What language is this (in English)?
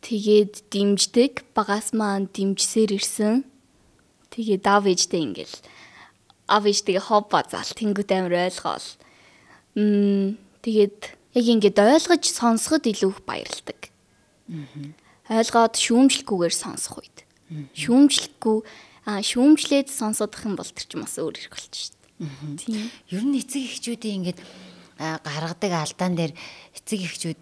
Mongolian